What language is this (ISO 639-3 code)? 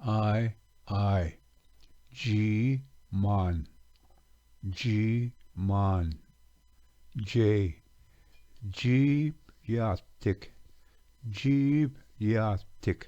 oji